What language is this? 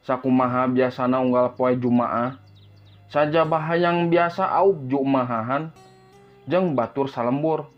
Sundanese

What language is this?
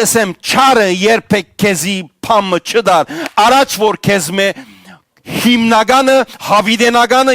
Western Armenian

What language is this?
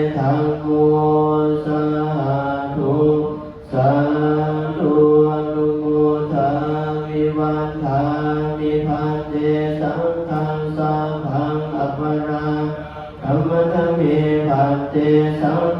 Pali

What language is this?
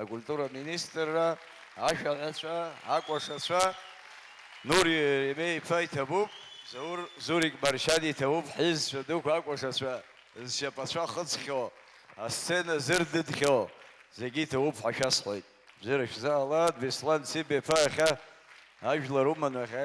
Abkhazian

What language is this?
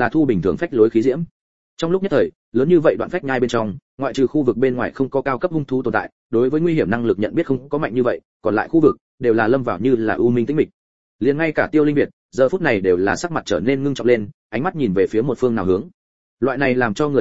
Vietnamese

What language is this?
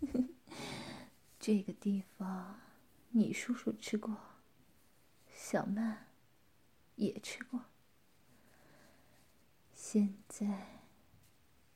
Chinese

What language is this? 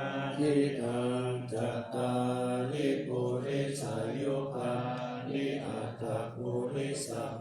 Pali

